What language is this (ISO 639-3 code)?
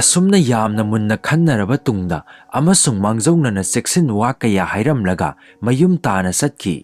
mni